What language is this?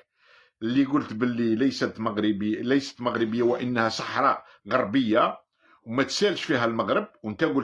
Algerian Arabic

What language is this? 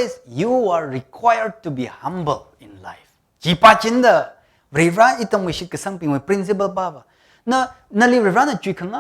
Tangkhul Naga (India)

